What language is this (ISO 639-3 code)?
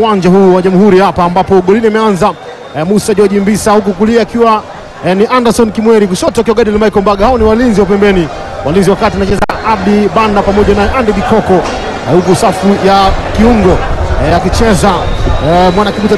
swa